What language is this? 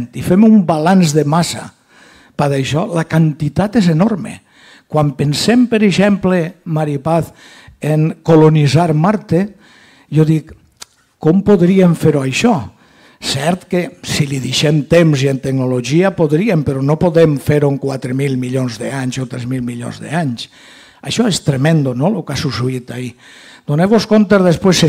Catalan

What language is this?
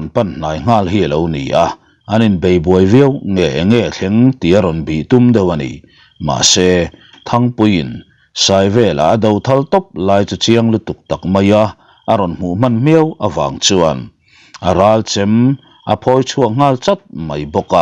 Mizo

